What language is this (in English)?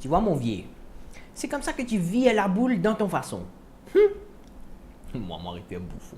Morisyen